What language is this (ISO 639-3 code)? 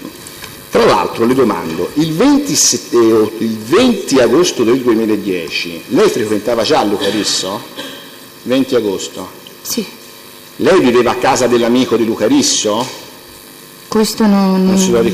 ita